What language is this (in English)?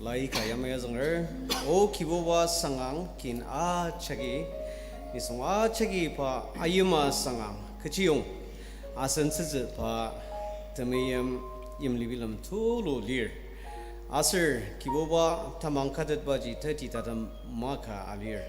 Ao Naga